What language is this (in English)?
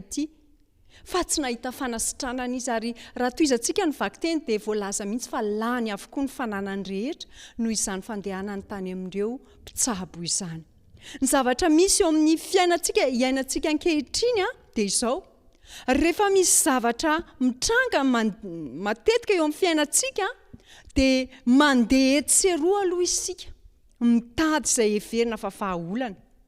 Malagasy